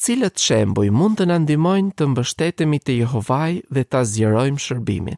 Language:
Albanian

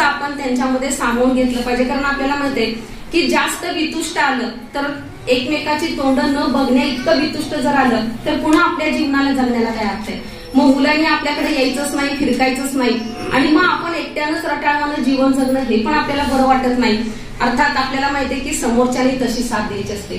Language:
Marathi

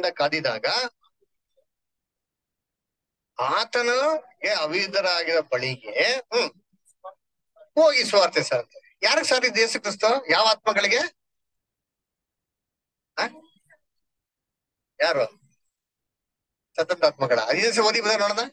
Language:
Kannada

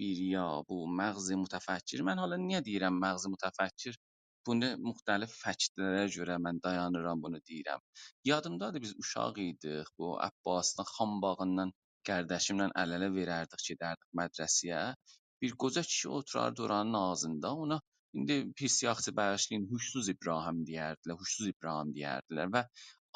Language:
South Azerbaijani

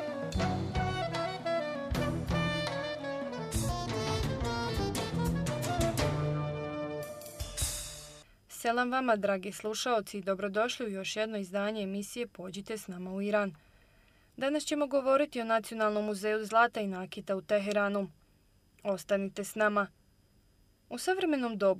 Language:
Bosnian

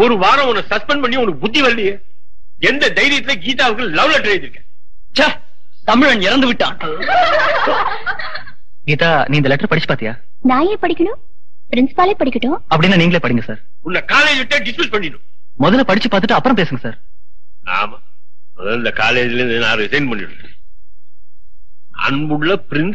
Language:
Tamil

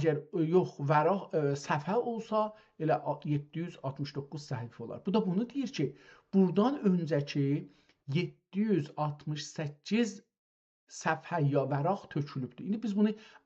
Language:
South Azerbaijani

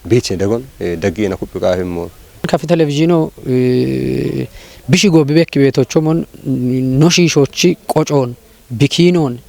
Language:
Kafa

